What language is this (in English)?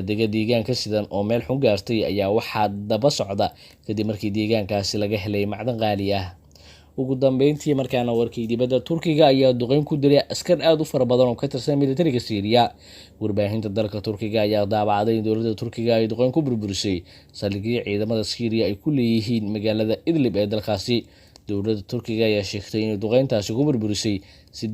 Somali